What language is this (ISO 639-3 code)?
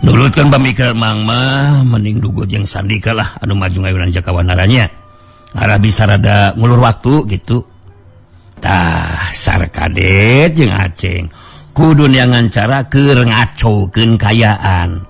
sun